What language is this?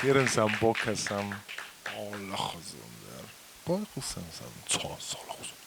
Ossetic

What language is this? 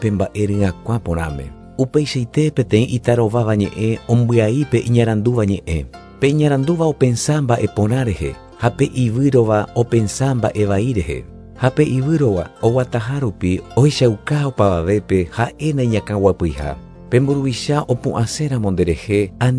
Guarani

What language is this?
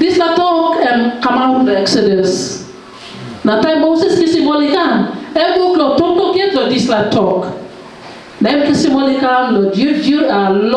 Tok Pisin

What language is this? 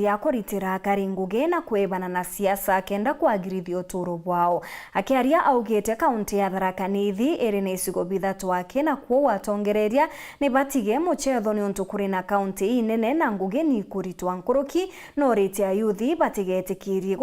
Meru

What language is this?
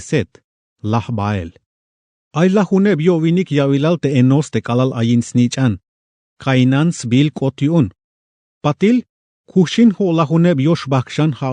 Tzeltal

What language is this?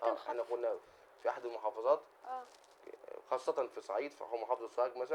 Egyptian Arabic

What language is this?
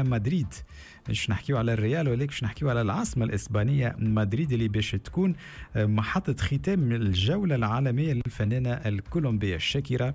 Tunisian Arabic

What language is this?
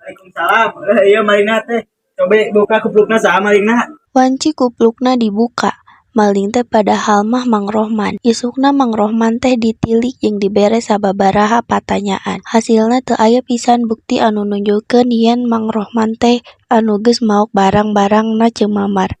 Sundanese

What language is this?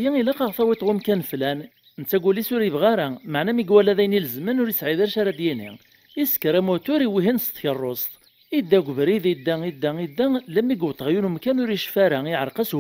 Kabyle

